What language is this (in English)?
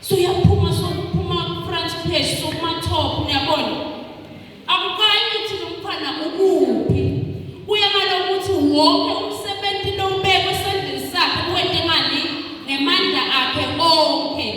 Swati